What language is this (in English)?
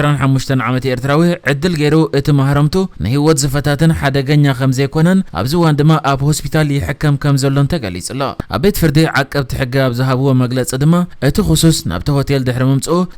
Tigrinya